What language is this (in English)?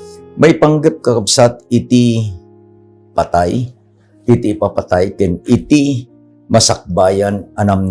Iloko